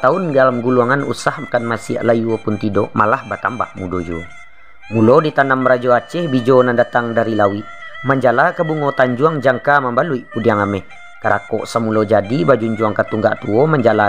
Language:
Minangkabau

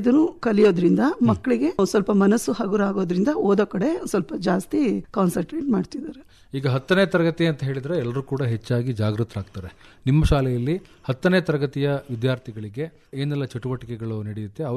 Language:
Kannada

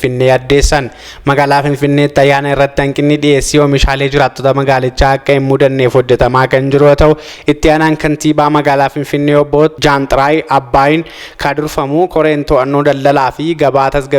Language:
Oromo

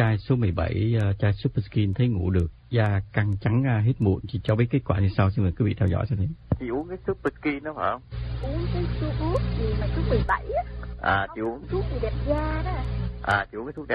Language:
Vietnamese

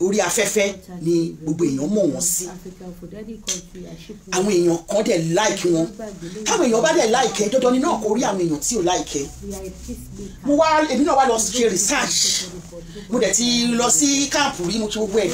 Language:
Yoruba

